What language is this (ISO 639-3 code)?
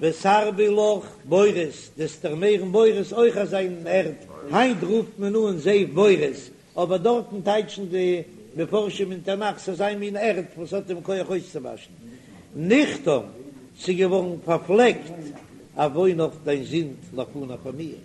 yid